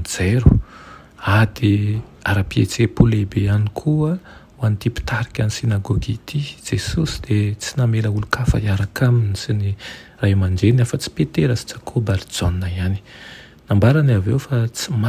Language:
Malagasy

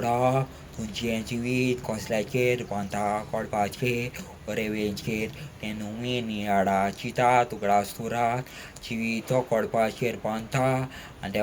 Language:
Konkani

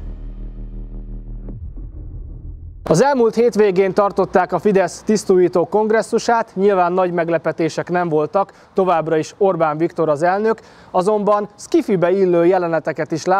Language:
Hungarian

